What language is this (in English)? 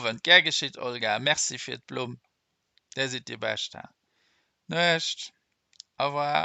Luxembourgish